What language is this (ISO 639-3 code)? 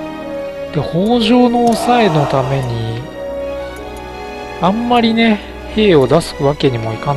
jpn